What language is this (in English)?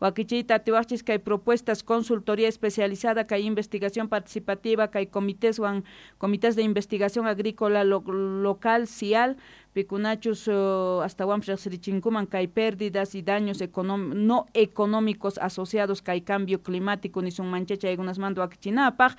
South Bolivian Quechua